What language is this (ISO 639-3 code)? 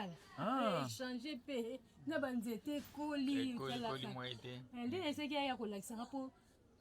lin